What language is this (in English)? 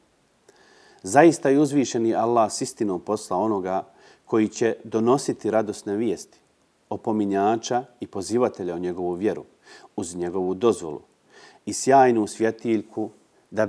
Bosnian